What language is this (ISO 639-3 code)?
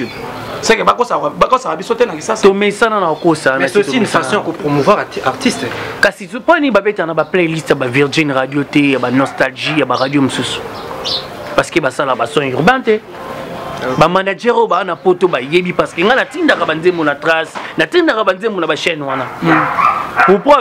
lin